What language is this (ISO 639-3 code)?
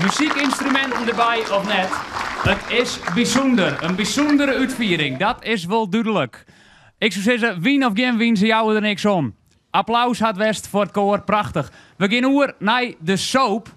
fry